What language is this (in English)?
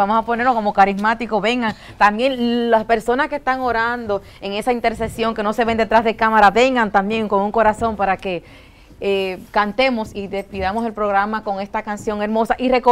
Spanish